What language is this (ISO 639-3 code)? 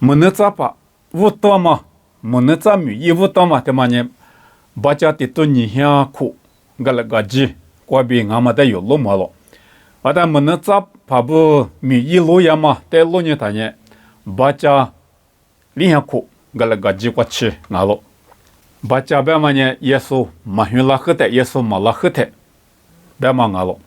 lis